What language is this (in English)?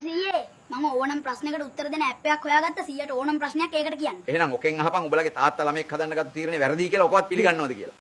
Sinhala